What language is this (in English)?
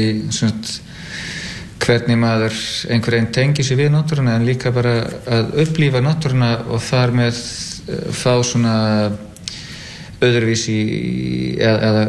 Icelandic